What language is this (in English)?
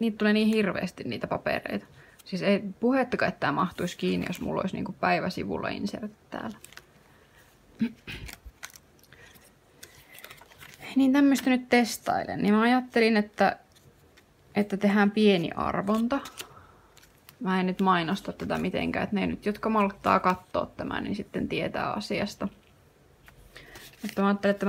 Finnish